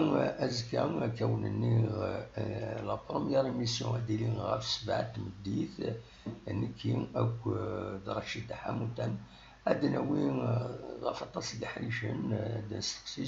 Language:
Kabyle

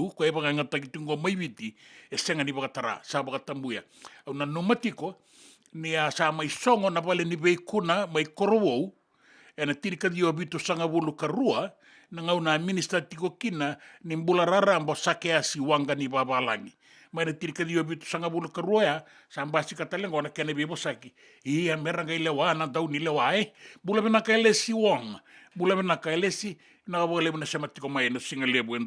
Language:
Fijian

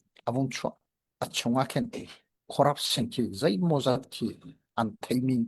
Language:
Hakha Chin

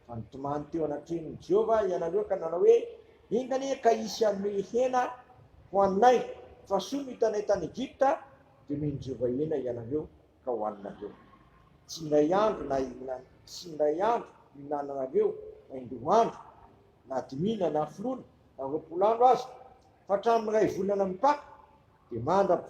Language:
Malagasy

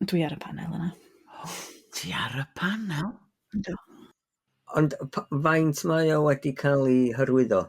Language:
Welsh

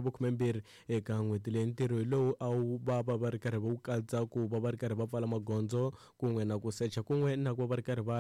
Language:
Tsonga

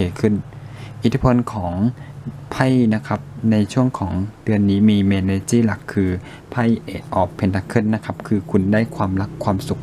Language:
Thai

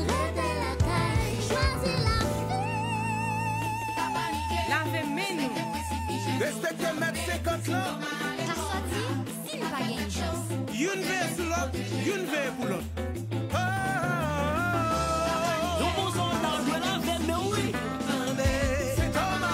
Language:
French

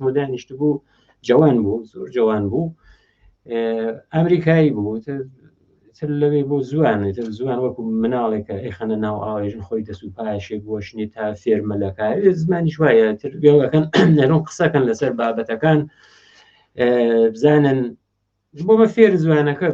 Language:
Central Kurdish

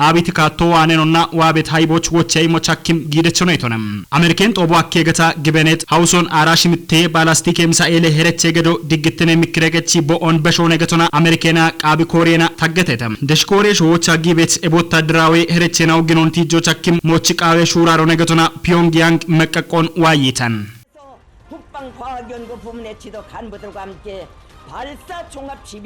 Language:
Kafa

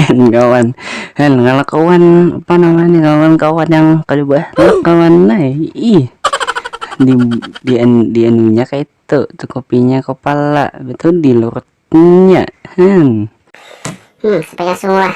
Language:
Banjar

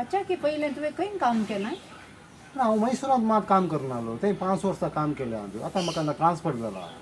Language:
Konkani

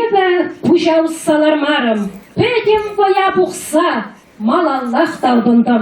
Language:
Chuvash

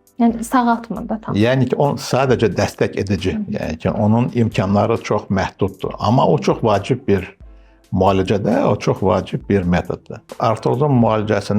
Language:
Azerbaijani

